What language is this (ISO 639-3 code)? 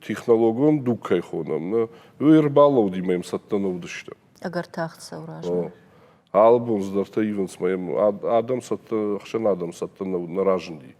oss